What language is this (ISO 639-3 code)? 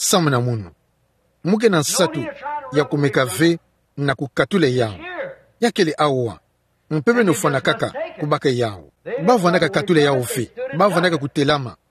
ktu